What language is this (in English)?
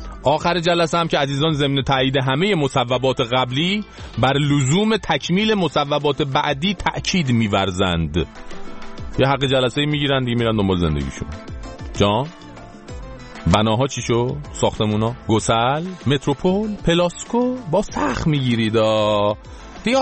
Persian